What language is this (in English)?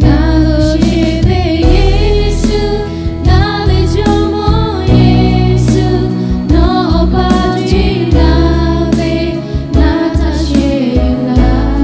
Lahu